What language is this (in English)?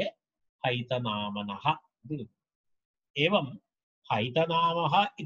Sanskrit